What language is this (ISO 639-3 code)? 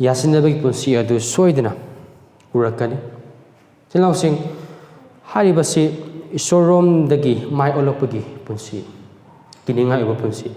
mni